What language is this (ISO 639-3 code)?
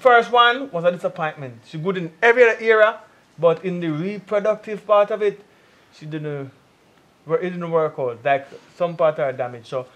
jam